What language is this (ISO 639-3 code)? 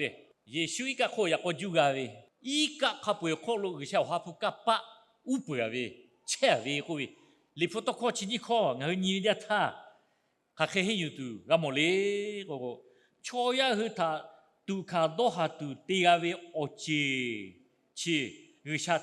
lhu